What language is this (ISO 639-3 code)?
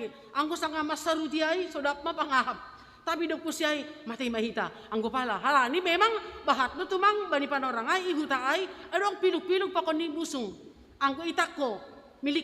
bts